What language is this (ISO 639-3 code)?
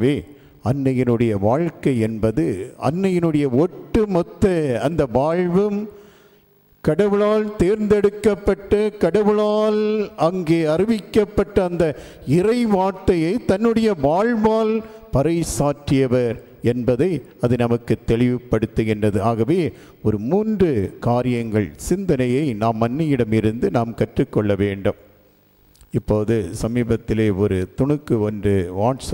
tam